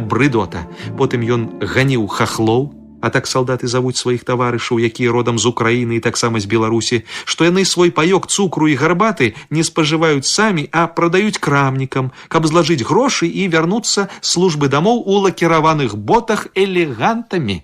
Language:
Belarusian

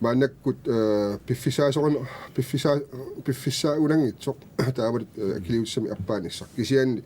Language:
Kalaallisut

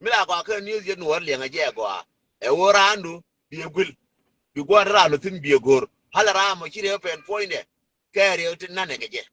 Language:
Nuer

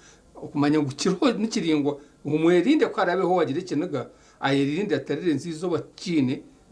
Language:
Nyankole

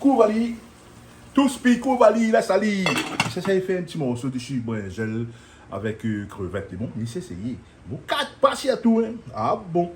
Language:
Réunion Creole French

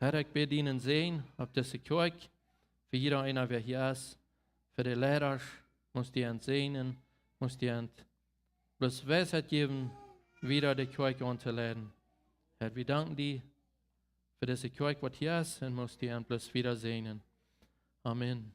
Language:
Plautdietsch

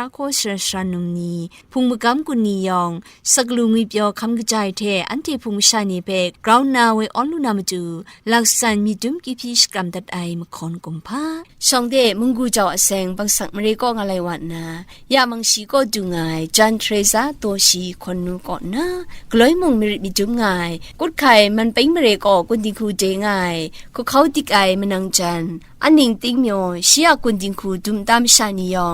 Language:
Kachin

